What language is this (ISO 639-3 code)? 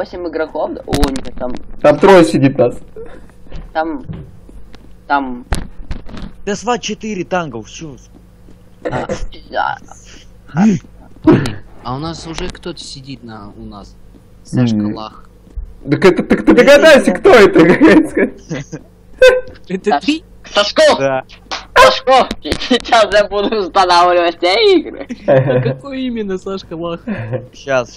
rus